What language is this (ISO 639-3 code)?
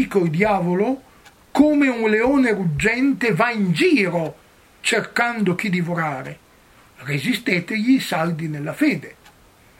ita